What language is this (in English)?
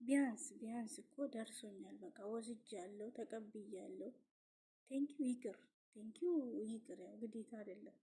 Amharic